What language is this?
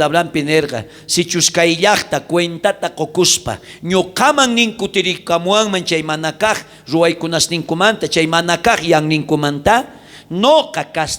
South Bolivian Quechua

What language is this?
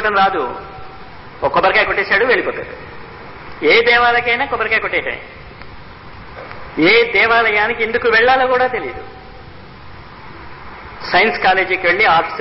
Telugu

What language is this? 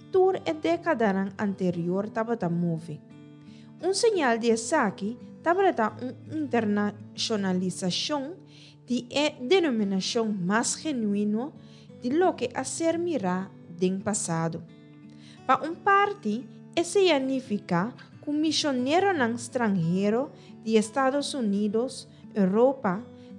Papiamento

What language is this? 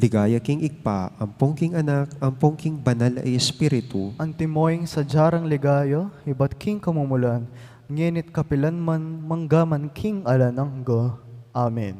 Pampanga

